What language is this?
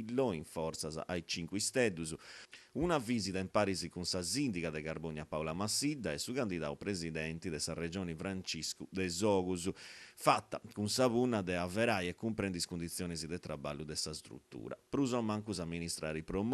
Sardinian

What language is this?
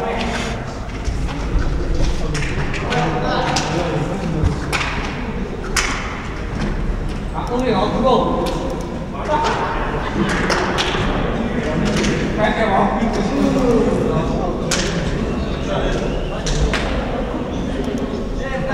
Kazakh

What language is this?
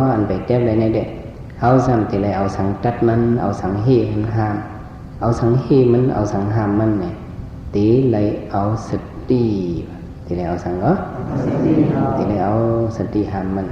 Shan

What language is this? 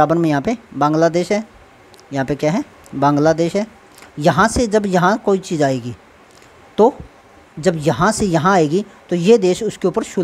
Hindi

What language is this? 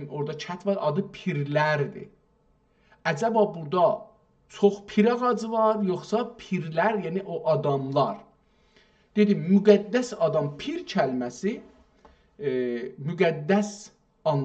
South Azerbaijani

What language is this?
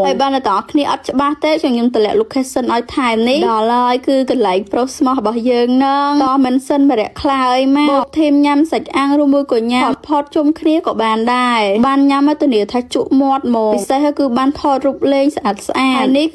Khmer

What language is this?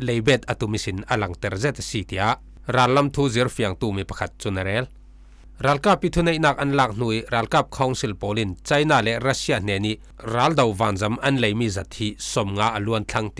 Falam Chin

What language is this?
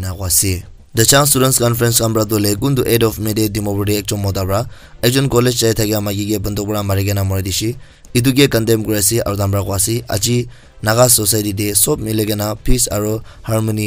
Naga Pidgin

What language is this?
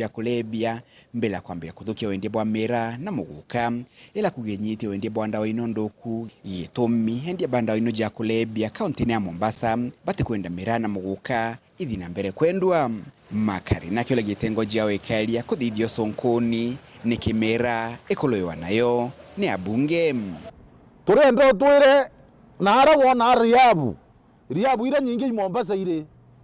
Meru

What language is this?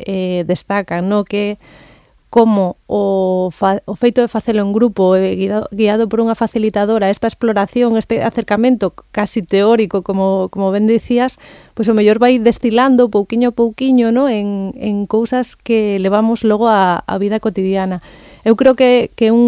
Galician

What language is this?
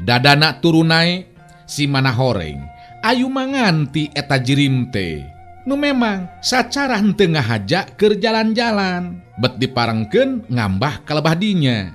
Sundanese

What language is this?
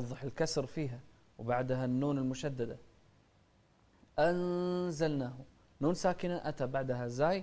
Arabic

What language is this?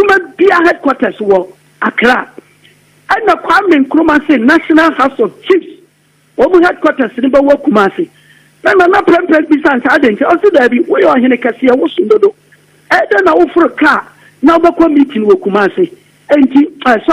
Akan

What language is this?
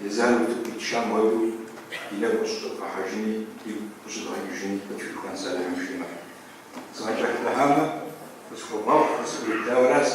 Kabardian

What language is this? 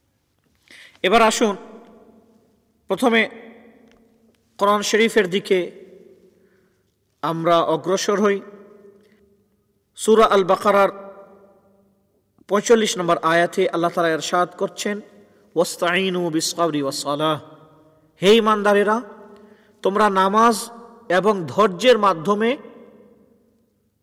Bangla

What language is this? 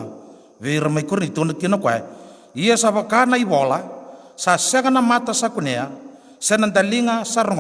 Fijian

